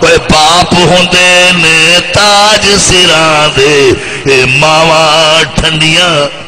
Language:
Saraiki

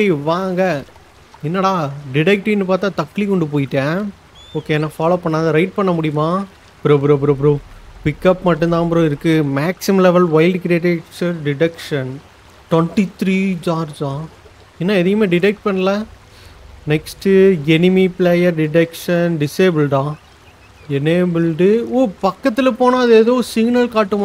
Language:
Tamil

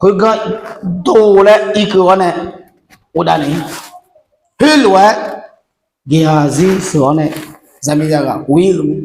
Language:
Akha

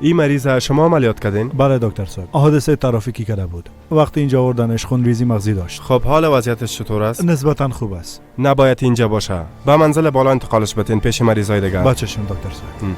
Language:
Persian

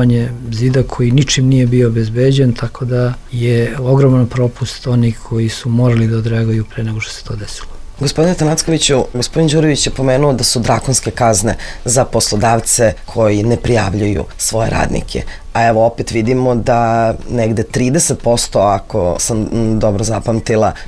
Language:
Serbian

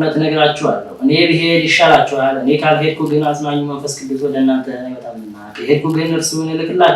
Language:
Amharic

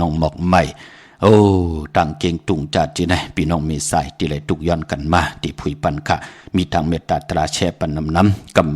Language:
Shan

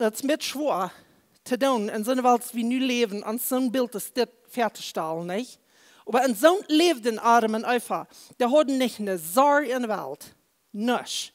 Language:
Plautdietsch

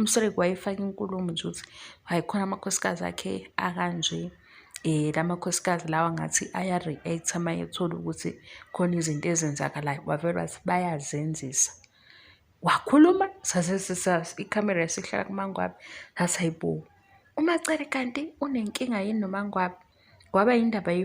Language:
Zulu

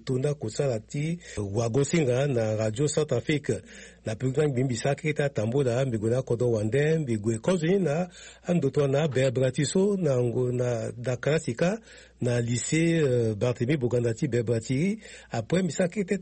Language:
Sango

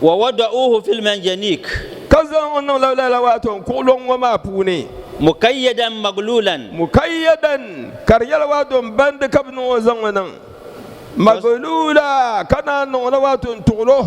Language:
Dagbani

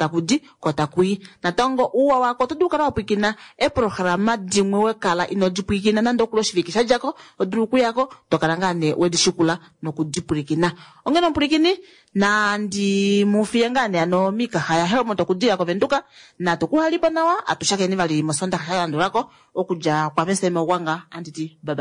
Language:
Kuanyama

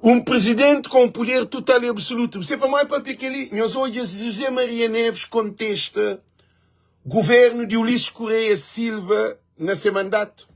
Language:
Kabuverdianu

